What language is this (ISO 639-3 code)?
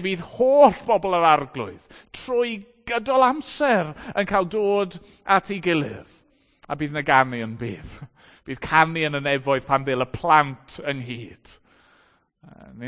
cym